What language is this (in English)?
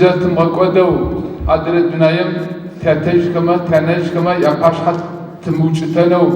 Adyghe